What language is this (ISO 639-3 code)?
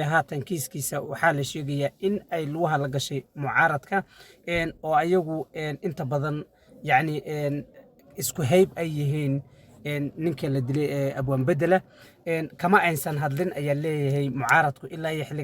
som